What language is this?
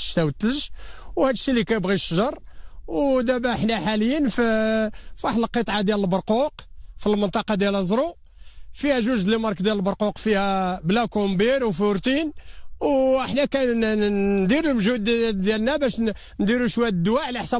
Moroccan Arabic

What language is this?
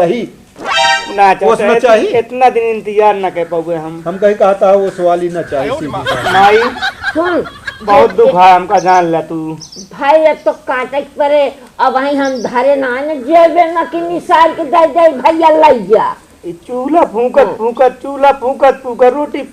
Awadhi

